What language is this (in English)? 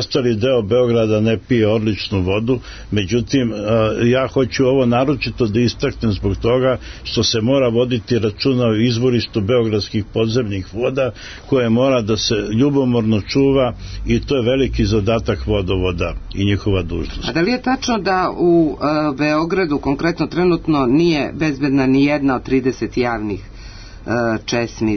Serbian